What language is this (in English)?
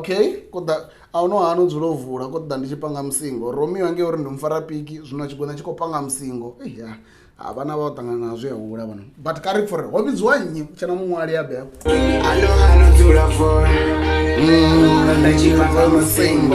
Venda